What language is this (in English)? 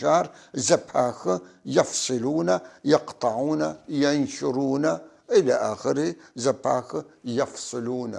North Levantine Arabic